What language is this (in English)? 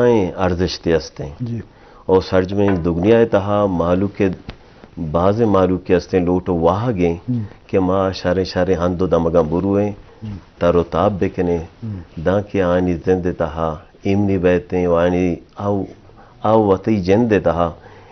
Eastern Balochi